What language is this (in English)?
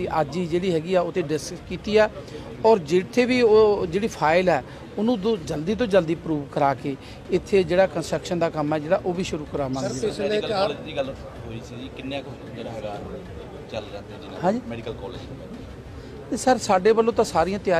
Punjabi